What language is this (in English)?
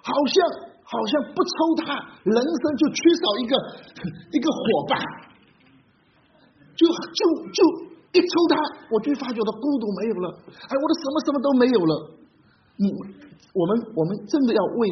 Chinese